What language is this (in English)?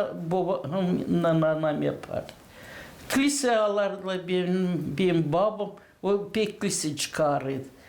Gagauz